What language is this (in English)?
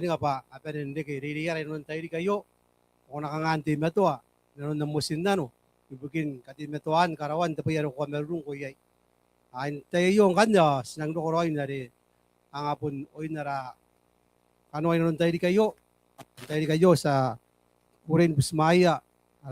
Gilbertese